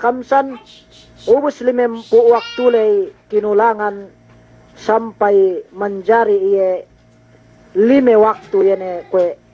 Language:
Yakan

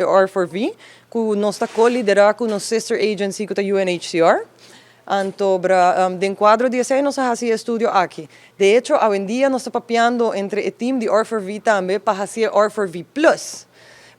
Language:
Papiamento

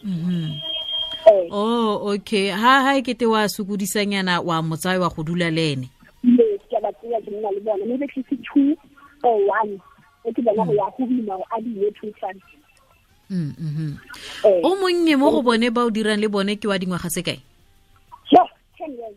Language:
Tswana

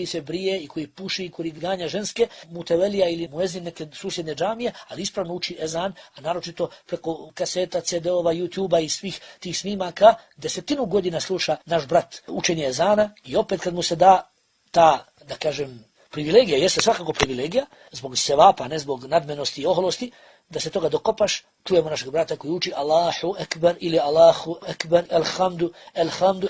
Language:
Bosnian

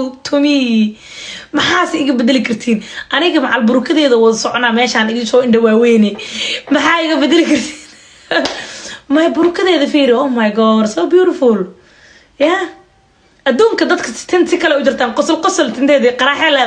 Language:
Somali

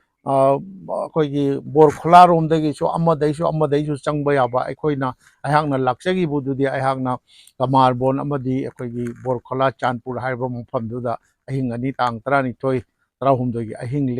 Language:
Manipuri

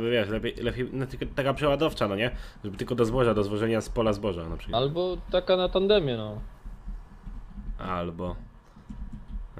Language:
Polish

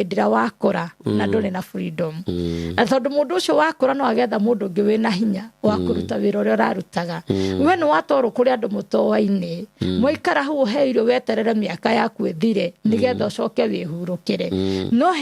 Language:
Kikuyu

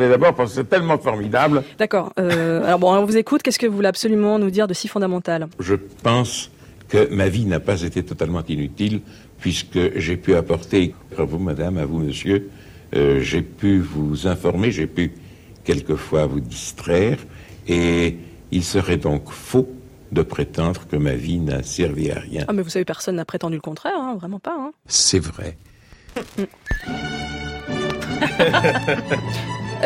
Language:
French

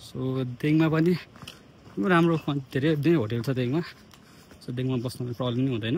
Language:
Nepali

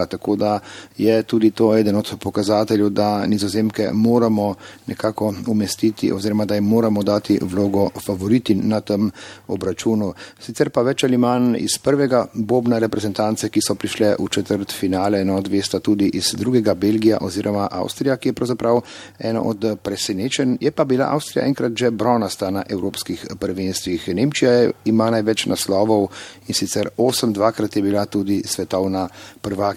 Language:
Slovenian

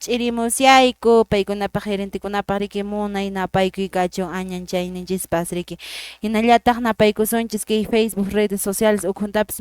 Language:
Quechua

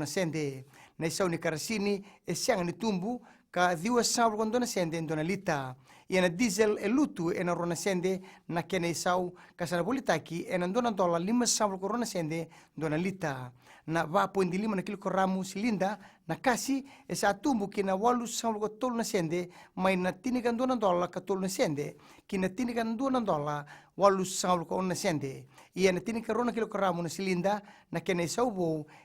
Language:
Fijian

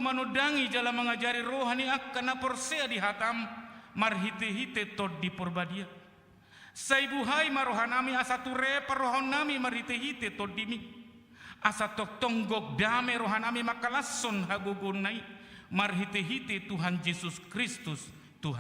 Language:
Batak Toba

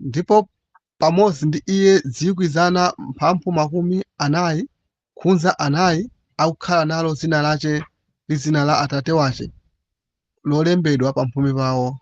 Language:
Nyanja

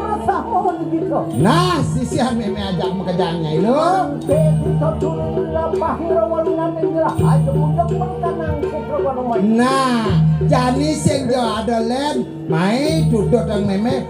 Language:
Balinese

